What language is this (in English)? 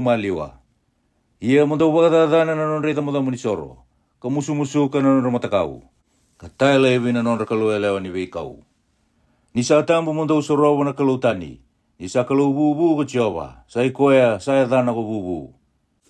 Fijian